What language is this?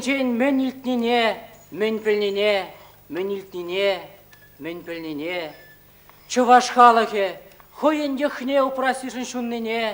Chuvash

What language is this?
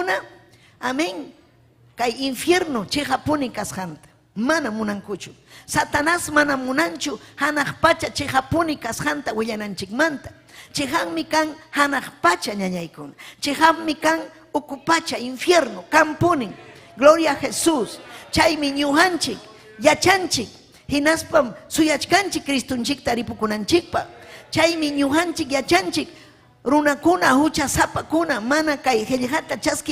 Ayacucho Quechua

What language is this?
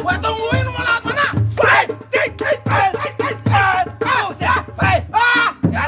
Betawi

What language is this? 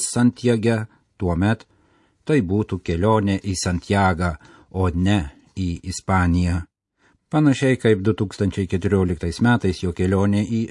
Lithuanian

